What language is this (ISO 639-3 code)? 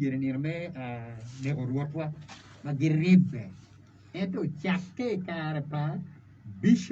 ach